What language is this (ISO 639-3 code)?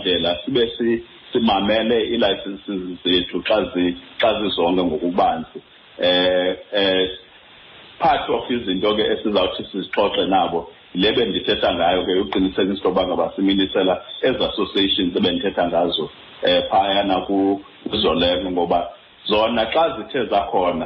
xho